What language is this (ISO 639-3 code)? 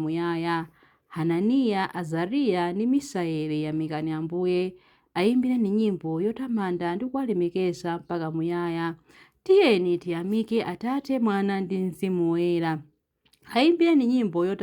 nya